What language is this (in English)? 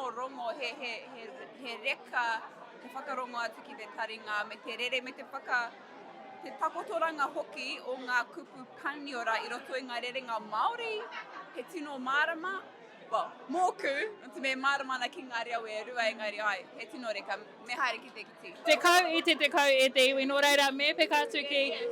Māori